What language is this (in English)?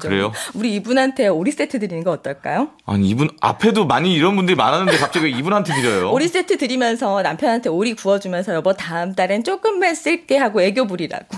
Korean